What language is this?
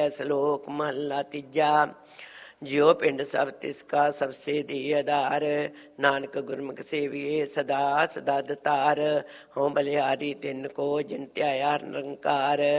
Punjabi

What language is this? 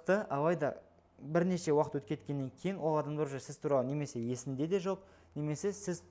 Kazakh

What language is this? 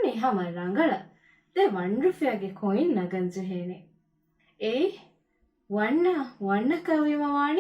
Divehi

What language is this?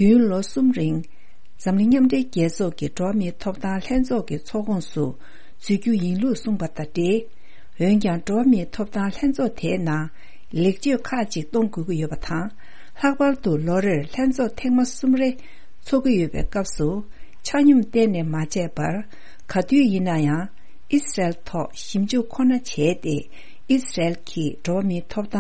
Tibetan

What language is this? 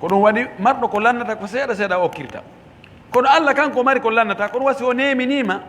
Fula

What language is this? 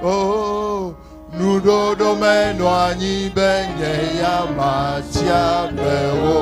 Ewe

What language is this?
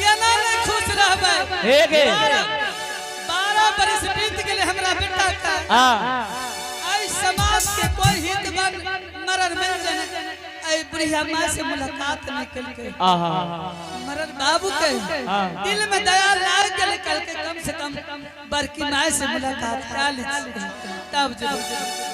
Angika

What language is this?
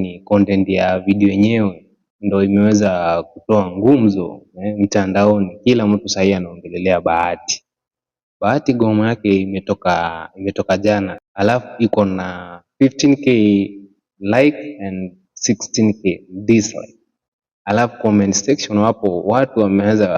Swahili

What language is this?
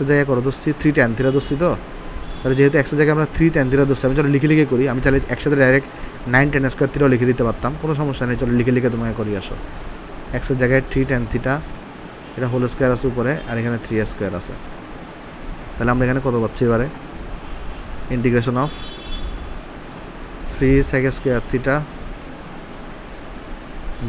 Bangla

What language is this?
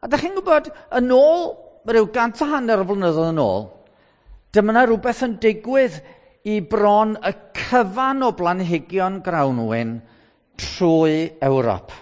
Welsh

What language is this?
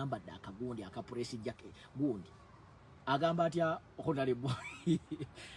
Ganda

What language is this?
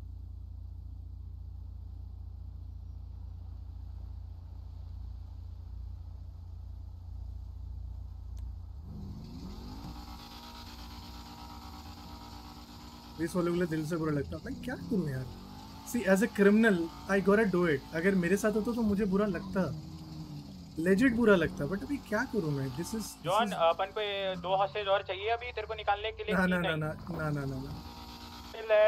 Hindi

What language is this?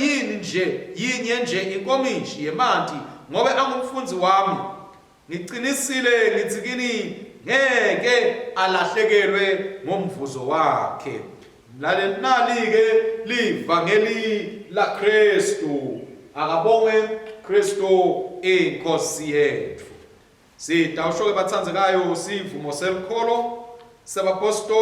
Swati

